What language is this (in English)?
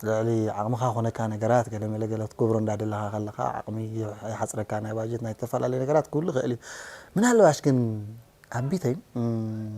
Tigrinya